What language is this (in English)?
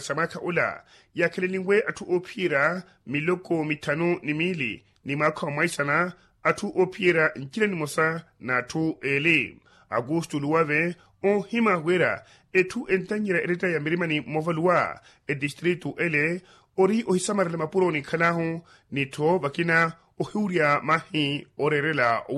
Makhuwa